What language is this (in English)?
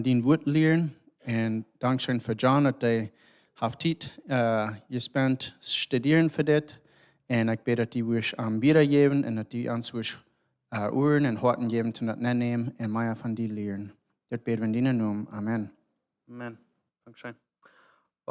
Plautdietsch